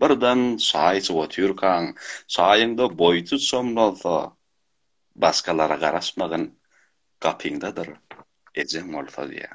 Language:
Turkmen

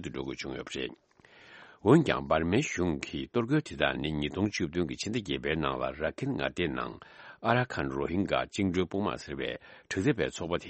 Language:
Tibetan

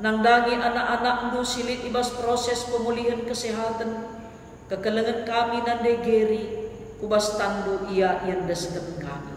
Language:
Batak Karo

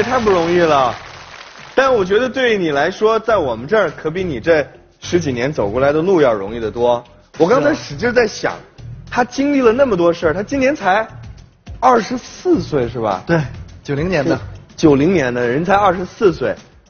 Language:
Chinese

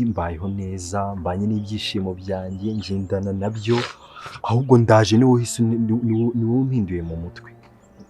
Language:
Kinyarwanda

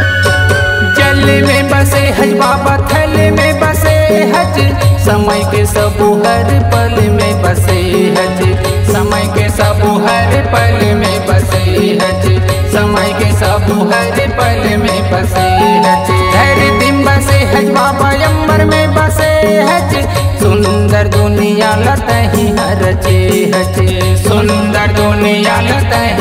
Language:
Chhattisgarhi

